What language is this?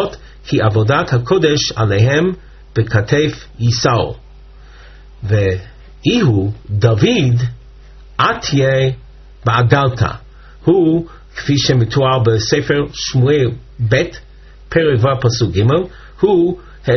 Hebrew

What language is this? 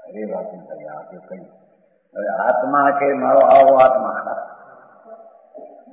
Gujarati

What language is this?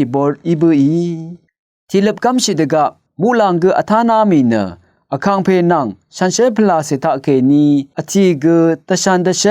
Rawang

